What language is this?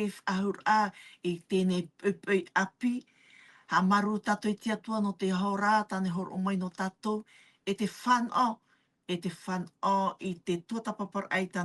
Tahitian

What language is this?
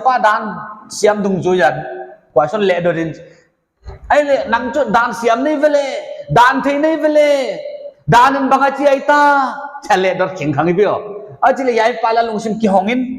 Paite Chin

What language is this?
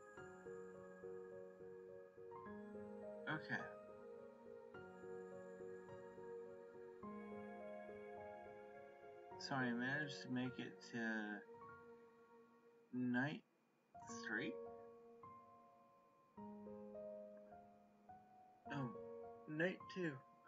English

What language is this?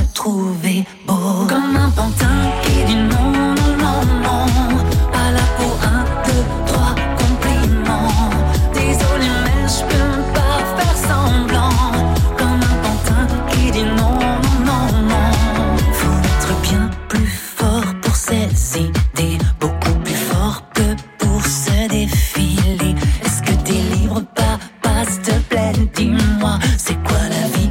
French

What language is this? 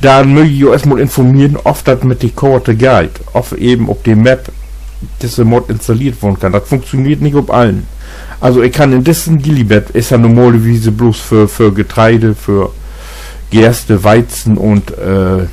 Low German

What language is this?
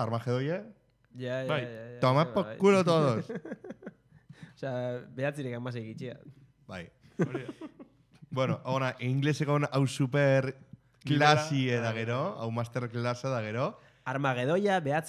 Basque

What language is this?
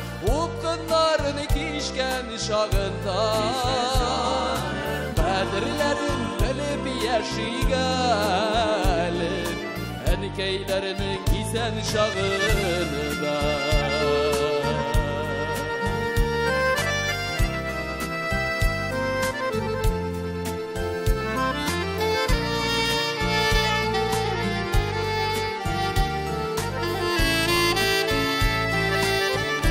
Tatar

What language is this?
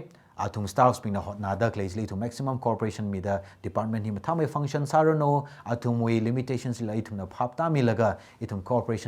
Tangkhul Naga (India)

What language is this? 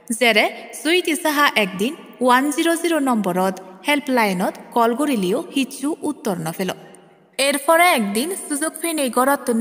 Chakma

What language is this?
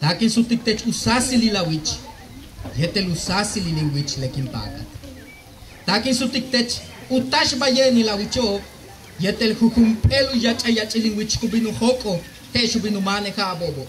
Yucateco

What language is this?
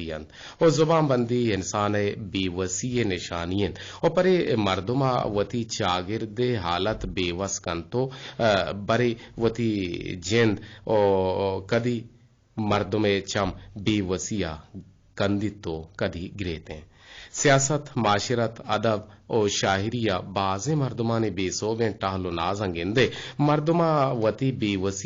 Eastern Balochi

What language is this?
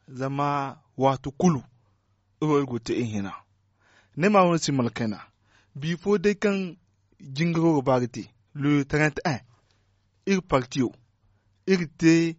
Zarma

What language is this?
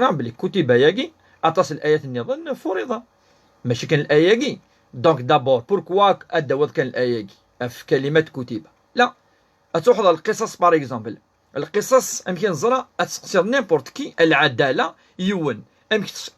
Kabyle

